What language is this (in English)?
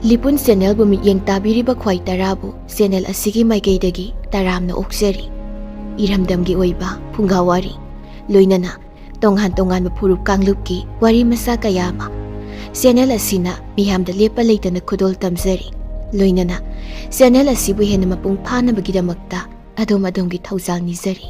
Manipuri